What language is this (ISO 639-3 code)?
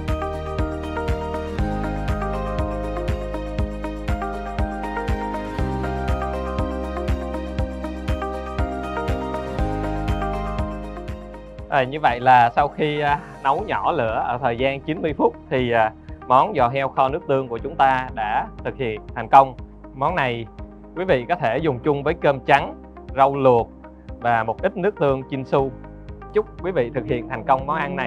vie